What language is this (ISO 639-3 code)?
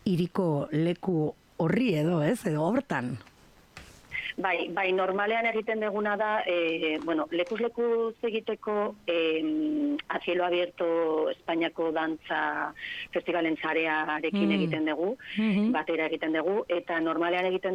eus